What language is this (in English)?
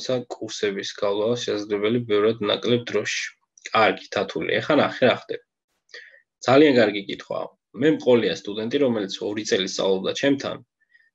Georgian